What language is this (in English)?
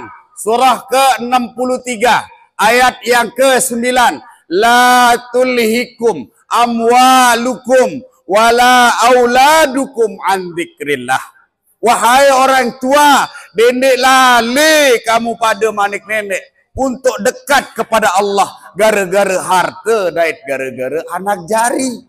Sasak